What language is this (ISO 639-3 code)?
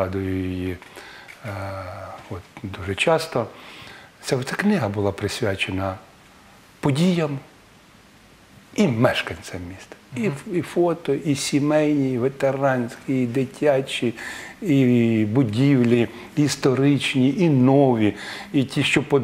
ukr